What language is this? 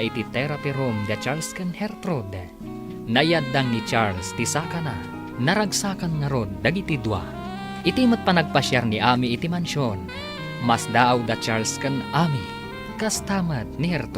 Iloko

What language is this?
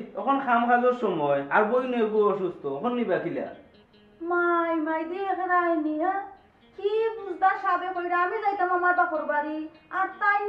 Sylheti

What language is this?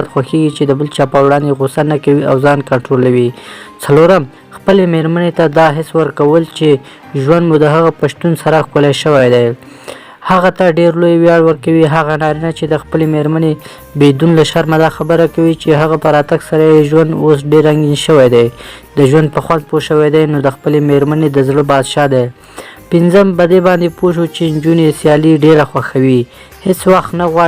Pashto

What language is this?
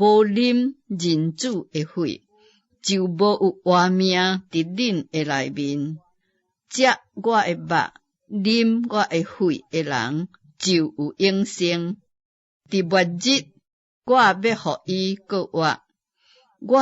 Min Nan Chinese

